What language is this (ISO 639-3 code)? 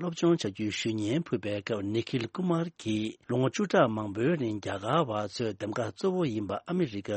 bod